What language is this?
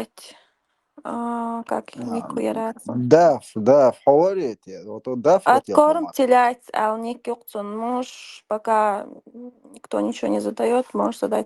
Chechen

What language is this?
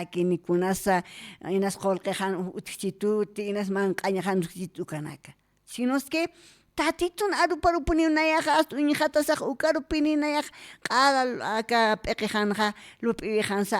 Aymara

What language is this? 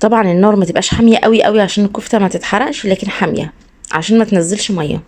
Egyptian Arabic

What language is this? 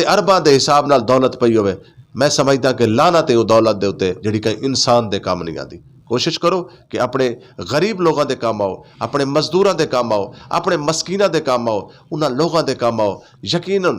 Western Panjabi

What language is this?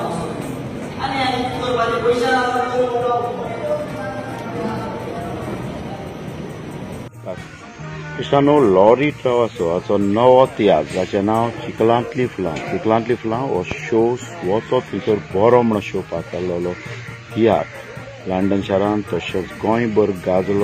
Konkani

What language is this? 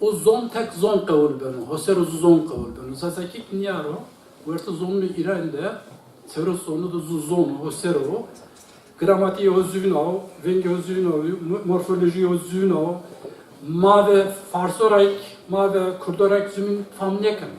Zaza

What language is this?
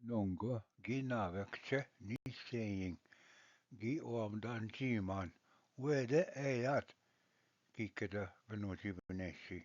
Ojibwa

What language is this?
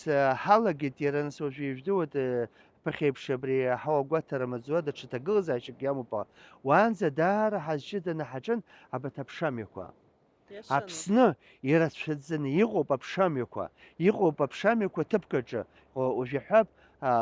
Abkhazian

